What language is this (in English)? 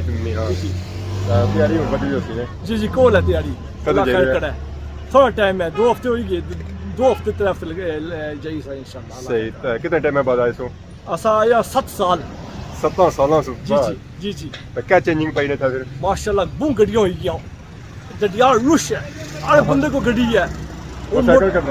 Pahari-Potwari